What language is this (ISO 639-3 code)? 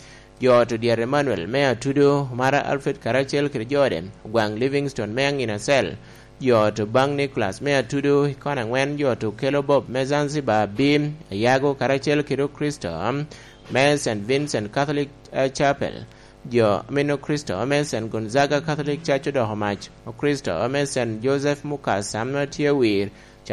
laj